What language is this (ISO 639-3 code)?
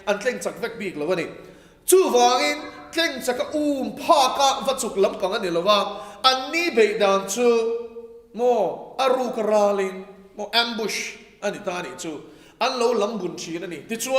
lus